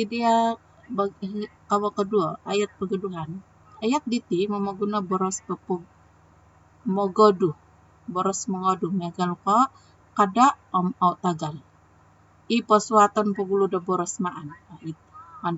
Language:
Central Dusun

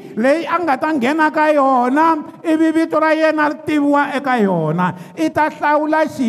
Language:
Tsonga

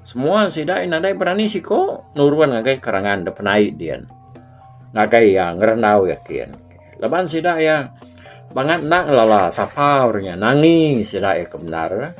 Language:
Iban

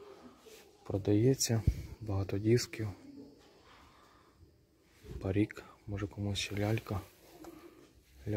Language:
Ukrainian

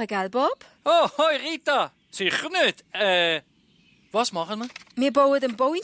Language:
Swiss German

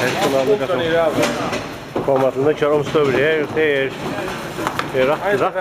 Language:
Faroese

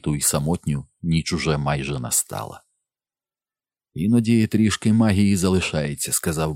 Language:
Ukrainian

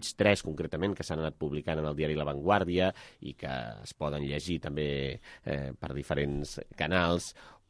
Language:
Catalan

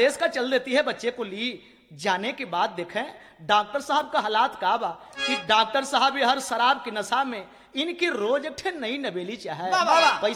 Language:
Bhojpuri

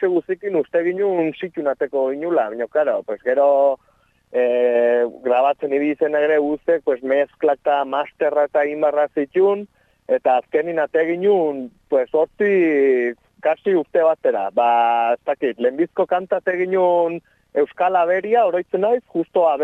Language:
Basque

